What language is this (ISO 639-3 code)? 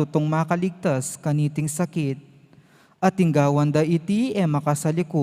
pam